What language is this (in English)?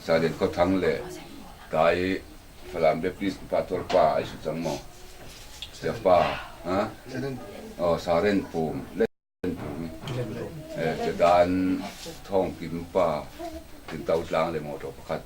Falam Chin